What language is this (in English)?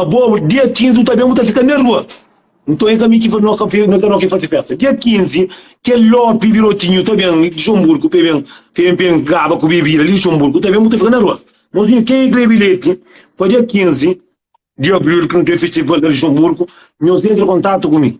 Kabuverdianu